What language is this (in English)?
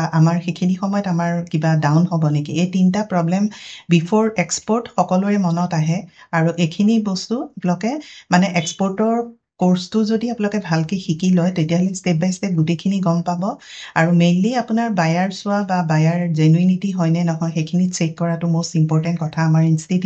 Assamese